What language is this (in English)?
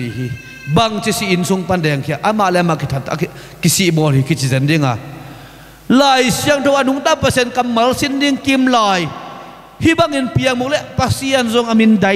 Tedim Chin